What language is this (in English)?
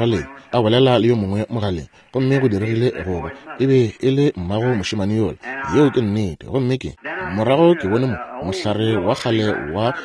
Northern Sotho